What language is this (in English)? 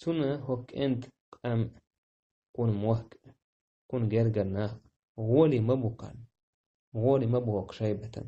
Chechen